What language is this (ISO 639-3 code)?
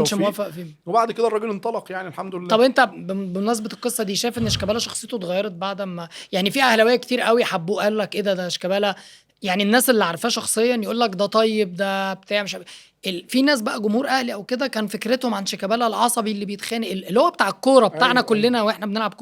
arz